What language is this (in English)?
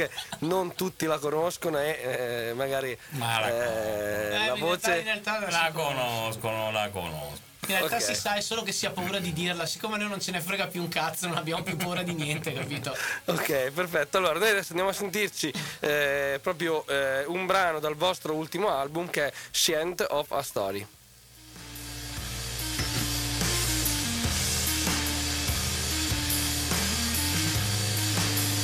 Italian